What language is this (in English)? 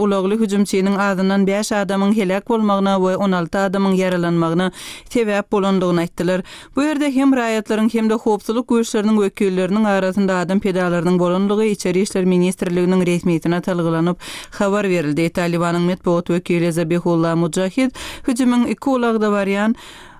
Turkmen